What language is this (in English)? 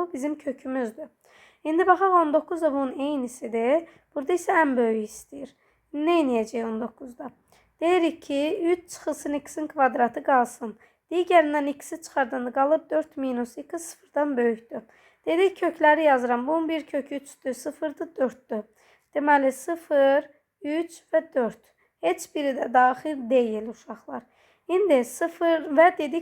Azerbaijani